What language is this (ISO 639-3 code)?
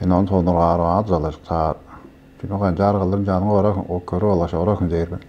tyv